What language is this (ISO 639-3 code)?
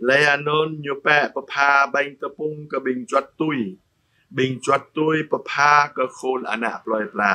jra